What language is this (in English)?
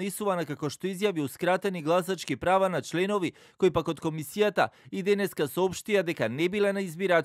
Macedonian